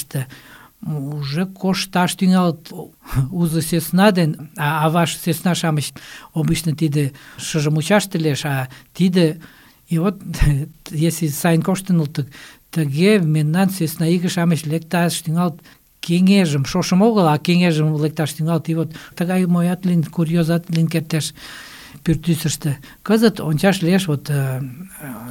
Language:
Mari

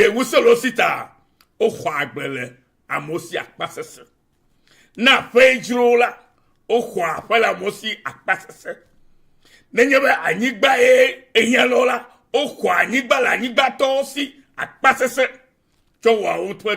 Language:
Ewe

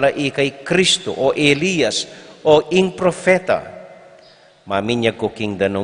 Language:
Pampanga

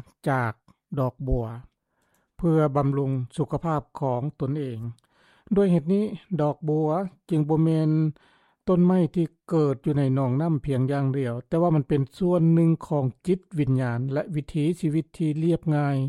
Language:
Lao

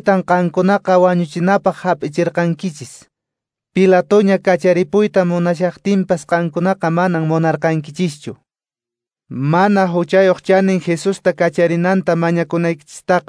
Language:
Quechua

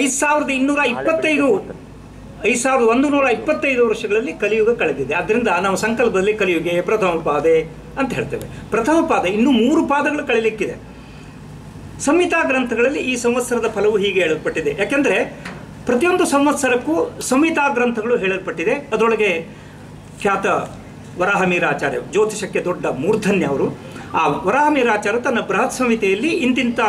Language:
Kannada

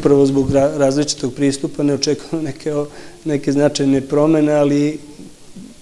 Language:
Serbian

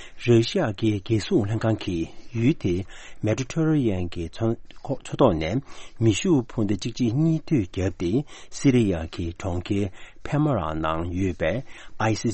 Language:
Tibetan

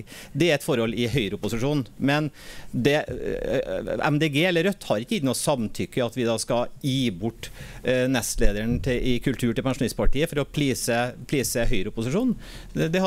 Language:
Norwegian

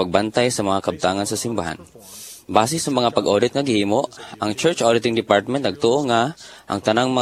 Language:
Cebuano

